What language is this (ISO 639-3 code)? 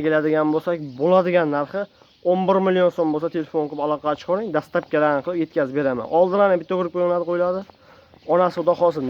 uzb